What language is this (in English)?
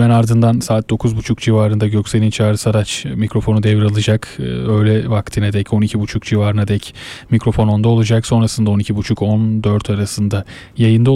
Turkish